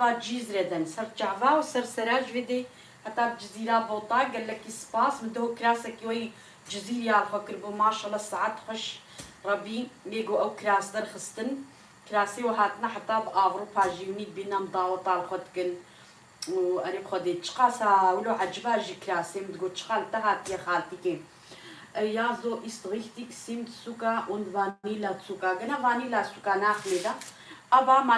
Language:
Kurdish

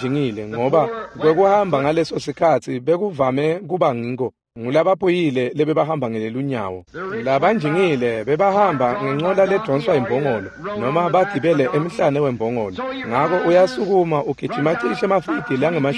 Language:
Swati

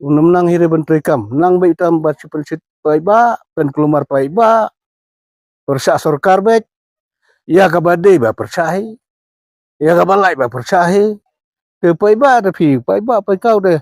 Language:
Khasi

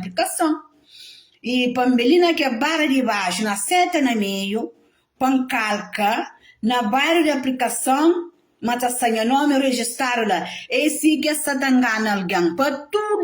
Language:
Kabuverdianu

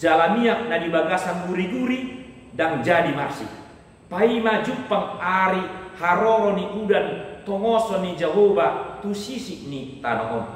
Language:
Batak Toba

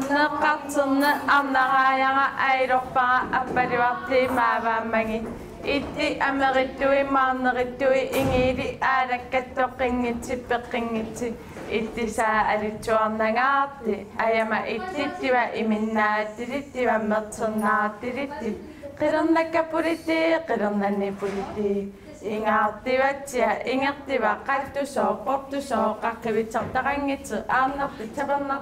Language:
Kalaallisut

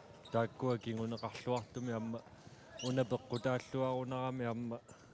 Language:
Kalaallisut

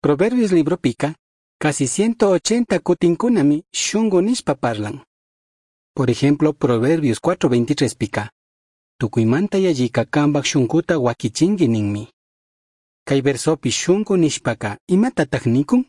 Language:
Chimborazo Highland Quichua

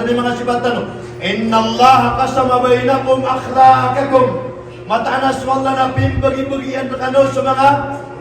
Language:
Maranao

